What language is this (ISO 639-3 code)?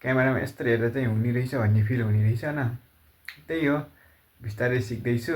nep